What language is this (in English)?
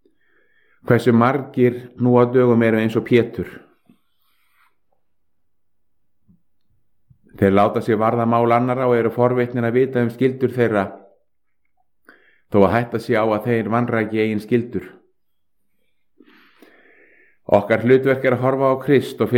Icelandic